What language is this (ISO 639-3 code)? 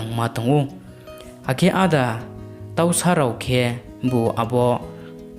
ria